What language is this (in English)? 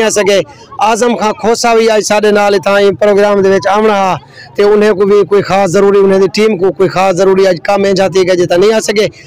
Saraiki